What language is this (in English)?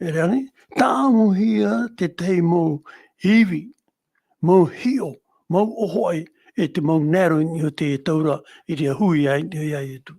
Tahitian